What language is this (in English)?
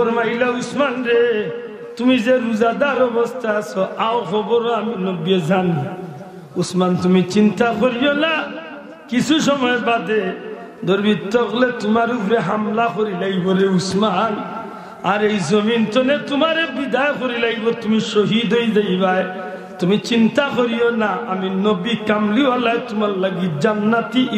Sylheti